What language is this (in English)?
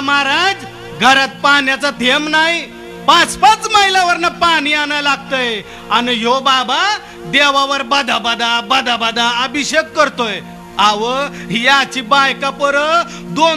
Marathi